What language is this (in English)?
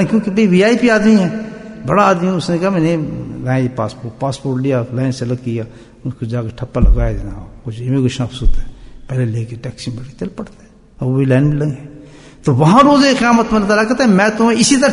Urdu